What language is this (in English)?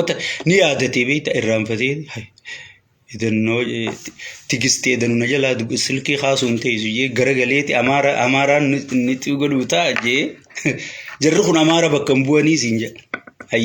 Oromo